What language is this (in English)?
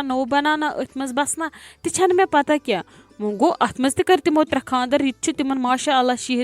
Kashmiri